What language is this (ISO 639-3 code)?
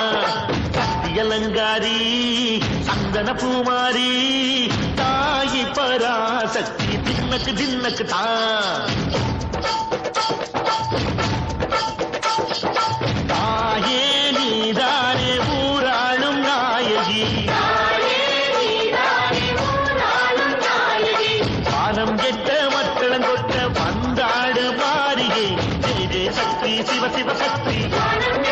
tam